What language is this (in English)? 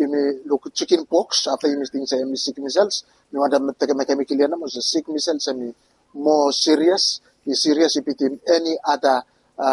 Bislama